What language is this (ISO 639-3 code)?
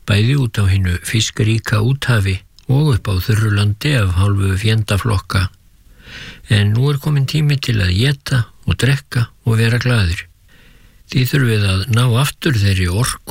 isl